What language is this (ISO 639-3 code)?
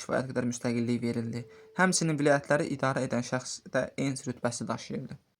aze